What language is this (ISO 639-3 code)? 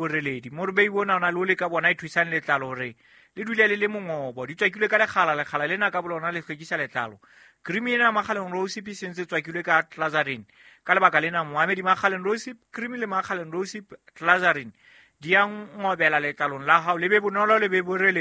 sot